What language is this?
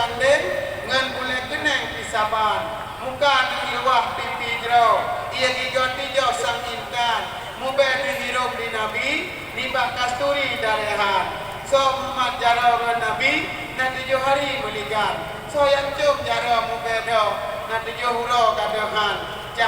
Achinese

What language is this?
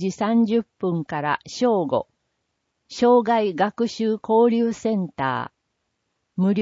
Japanese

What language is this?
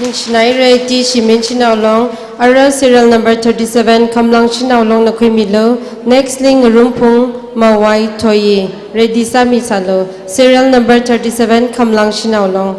Tangkhul Naga (India)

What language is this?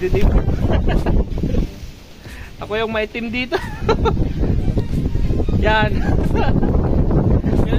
Filipino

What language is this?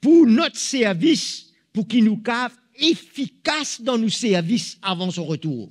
Morisyen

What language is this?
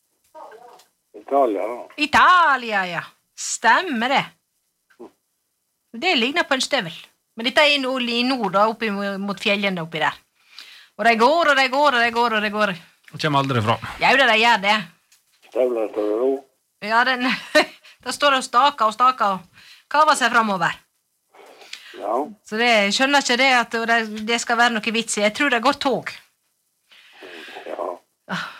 Norwegian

